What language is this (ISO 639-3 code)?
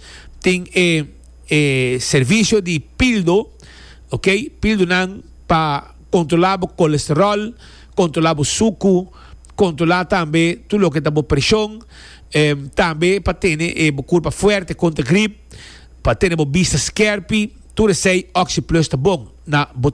pap